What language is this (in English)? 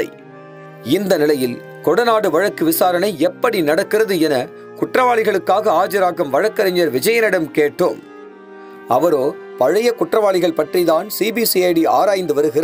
Tamil